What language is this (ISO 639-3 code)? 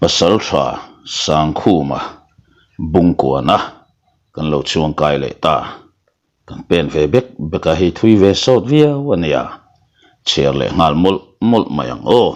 lus